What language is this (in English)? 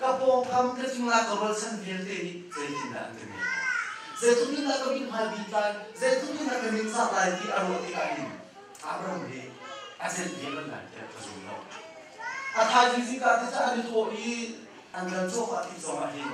Hakha Chin